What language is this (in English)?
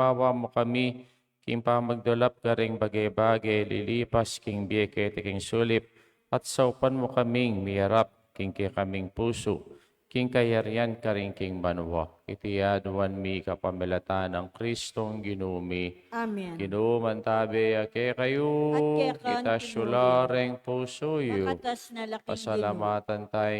Pampanga